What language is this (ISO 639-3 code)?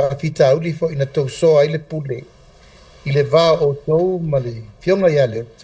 smo